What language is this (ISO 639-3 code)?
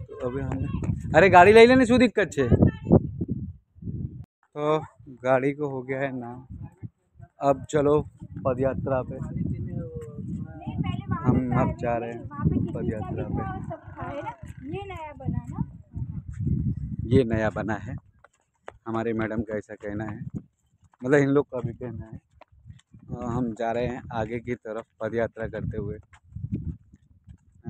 hin